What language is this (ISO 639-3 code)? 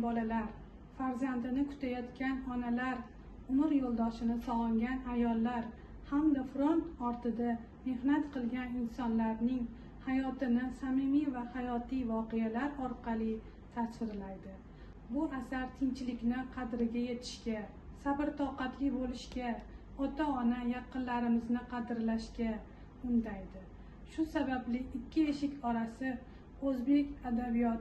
uzb